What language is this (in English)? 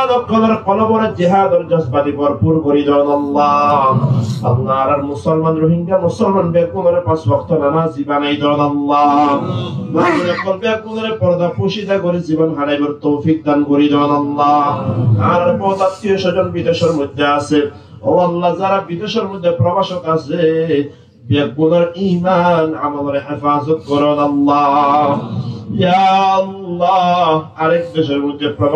Rohingya